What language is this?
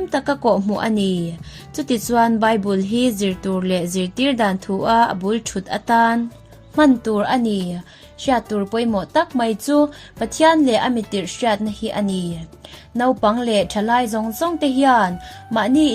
Mizo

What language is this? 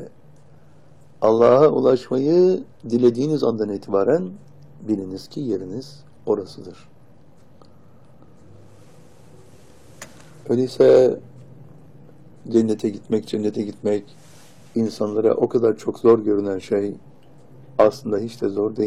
Turkish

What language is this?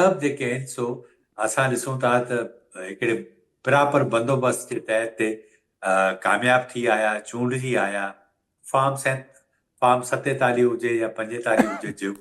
Sindhi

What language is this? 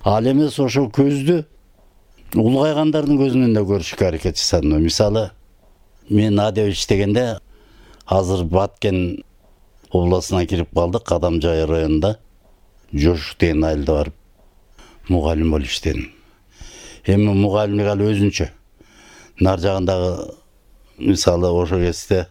Kyrgyz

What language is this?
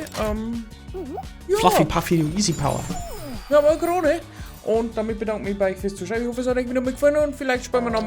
Bavarian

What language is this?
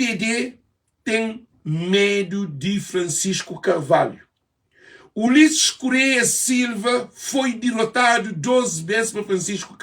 Kabuverdianu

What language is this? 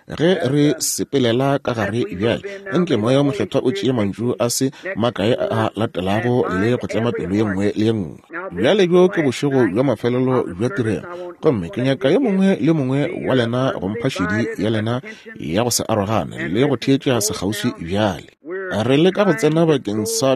Northern Sotho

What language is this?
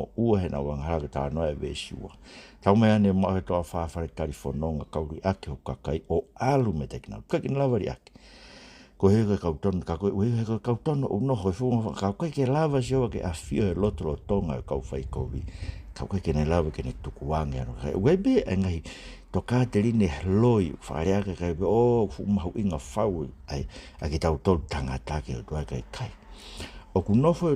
Tongan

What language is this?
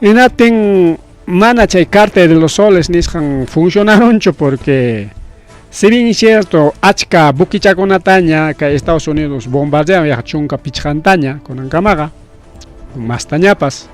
Ayacucho Quechua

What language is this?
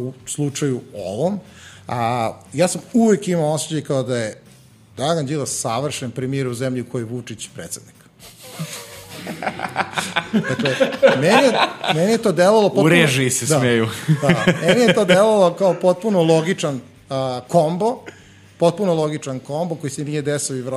Serbian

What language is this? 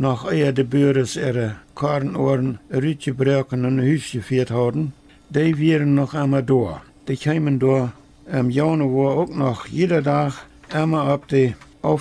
Plautdietsch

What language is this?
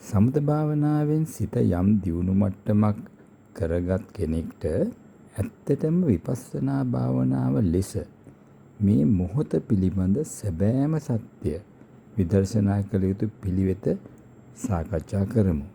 Sinhala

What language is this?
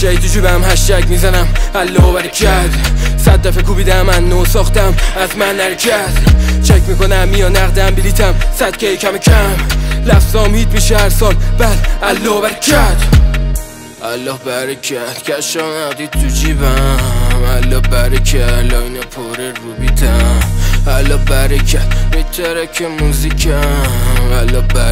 Persian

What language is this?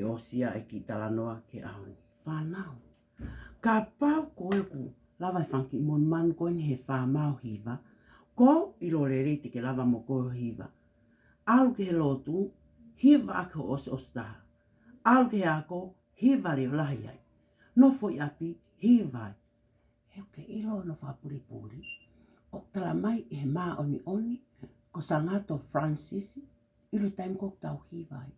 Tongan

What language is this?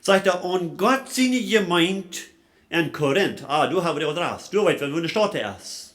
Plautdietsch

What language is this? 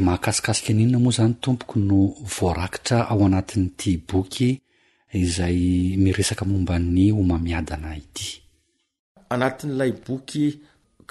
Malagasy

